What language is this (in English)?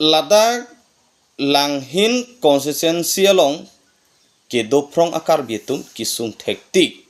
Karbi